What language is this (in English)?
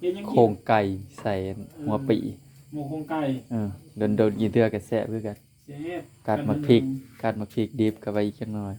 Northeastern Thai